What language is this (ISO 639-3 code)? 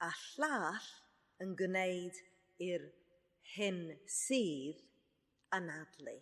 cym